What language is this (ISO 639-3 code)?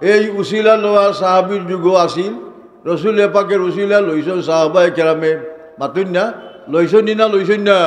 syl